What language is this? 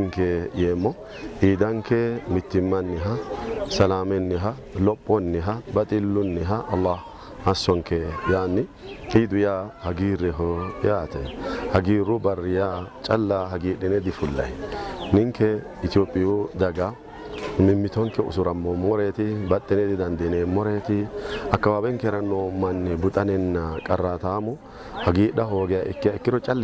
Sidamo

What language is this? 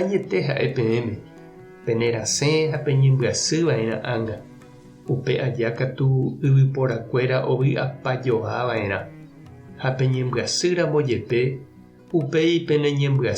Guarani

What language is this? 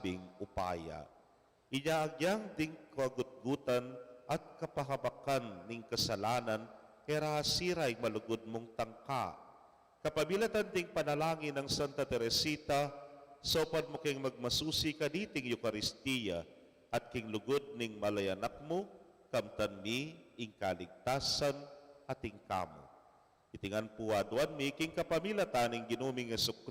Pampanga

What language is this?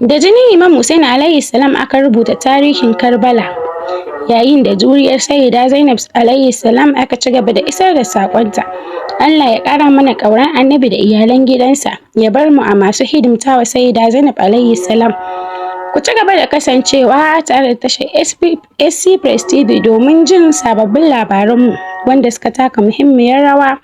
Hausa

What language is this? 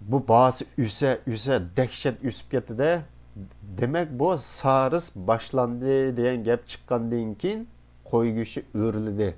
Uyghur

